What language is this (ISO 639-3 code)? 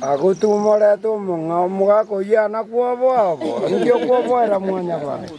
guz